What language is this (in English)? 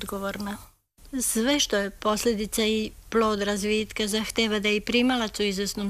Serbian